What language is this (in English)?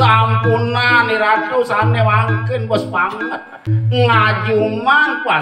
Balinese